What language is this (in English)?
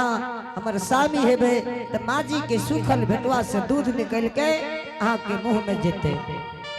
Angika